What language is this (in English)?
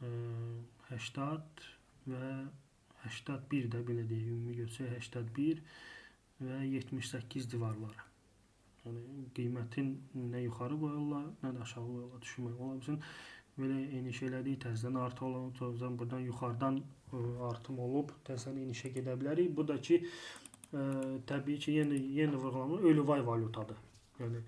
Azerbaijani